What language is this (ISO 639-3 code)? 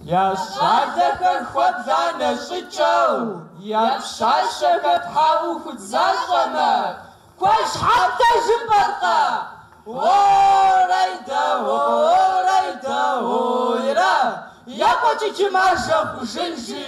kbd